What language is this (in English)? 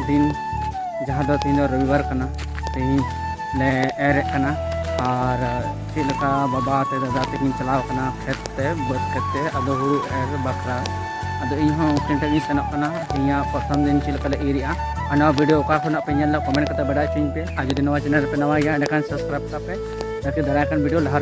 Santali